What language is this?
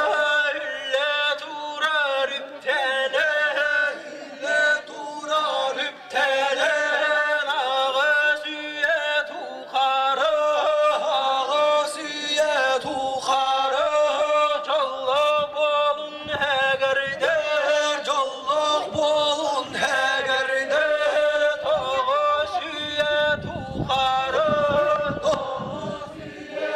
Yakut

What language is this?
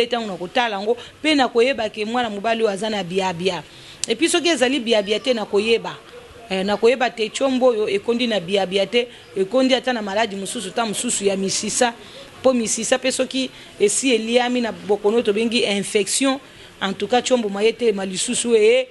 Lingala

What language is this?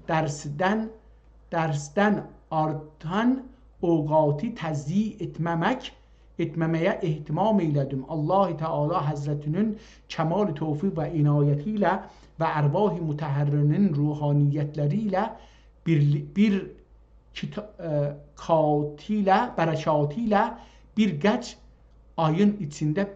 South Azerbaijani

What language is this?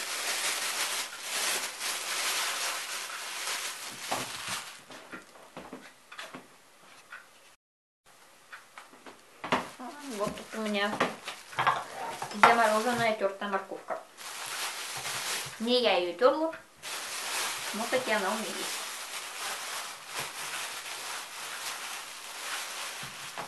Russian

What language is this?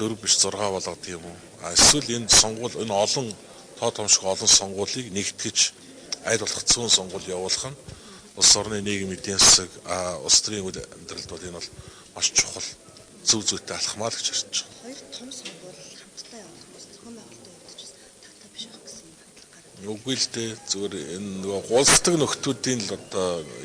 Mongolian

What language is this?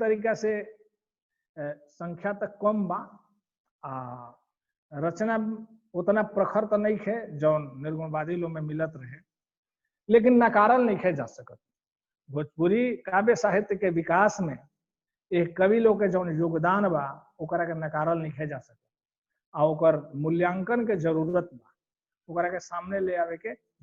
Bhojpuri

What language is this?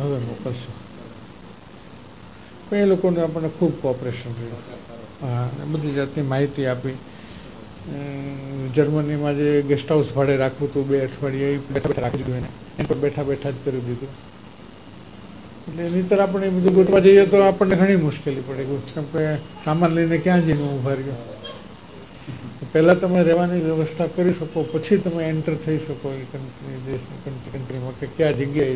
Gujarati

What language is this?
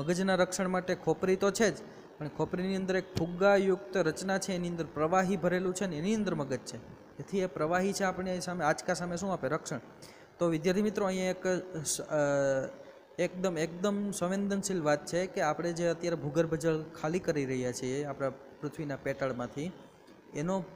Gujarati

